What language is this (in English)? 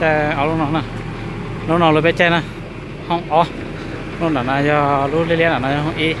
Hmong